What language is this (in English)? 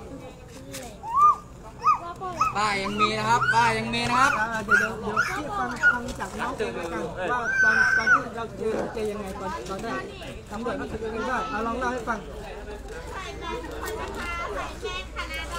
Thai